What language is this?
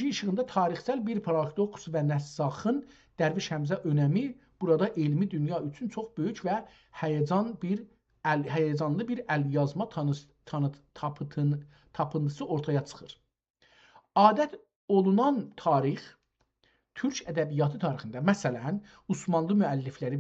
South Azerbaijani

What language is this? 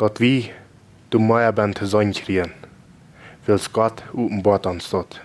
Plautdietsch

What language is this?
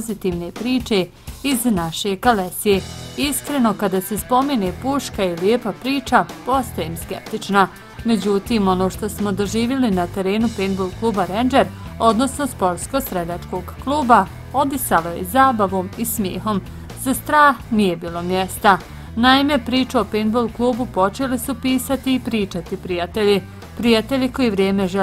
Bosnian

